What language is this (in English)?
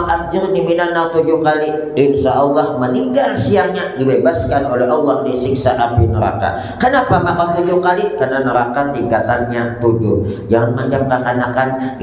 Banjar